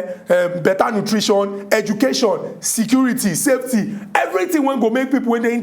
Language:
Nigerian Pidgin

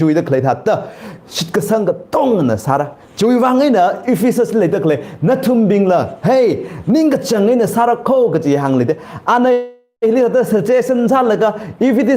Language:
Tangkhul Naga (India)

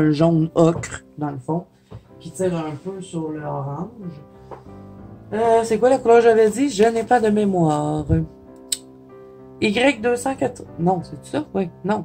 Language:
French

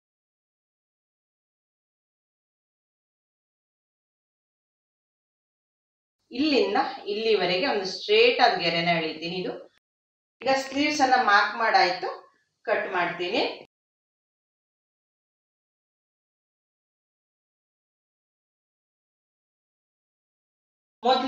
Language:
Kannada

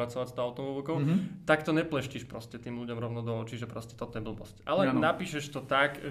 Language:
Slovak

